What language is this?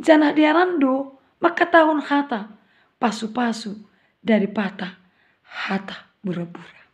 Batak Simalungun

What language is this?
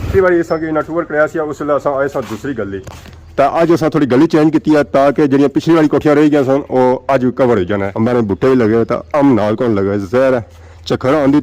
Pahari-Potwari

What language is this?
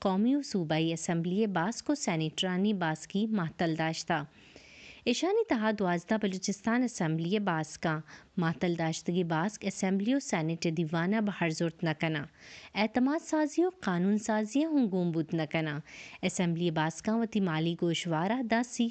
Baluchi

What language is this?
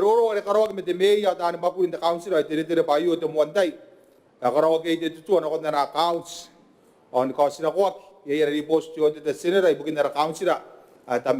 Gilbertese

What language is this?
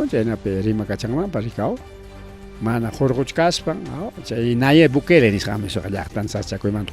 Ayacucho Quechua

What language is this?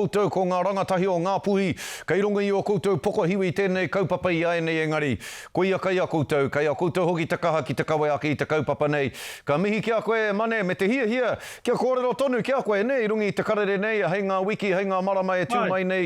Māori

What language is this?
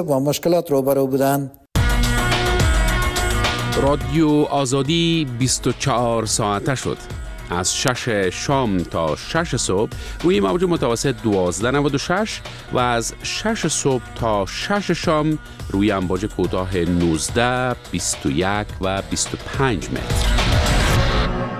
Persian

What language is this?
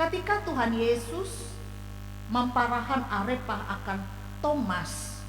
Ngaju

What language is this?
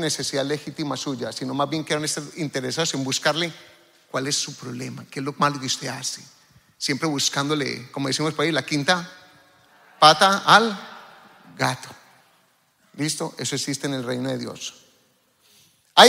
Spanish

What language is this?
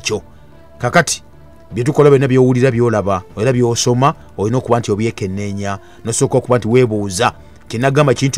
Ganda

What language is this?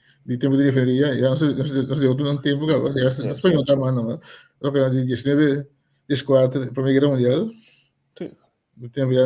Papiamento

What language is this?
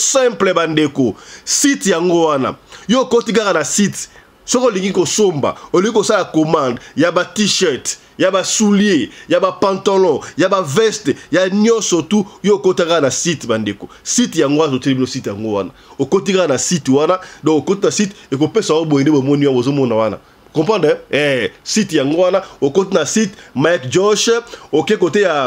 Lingala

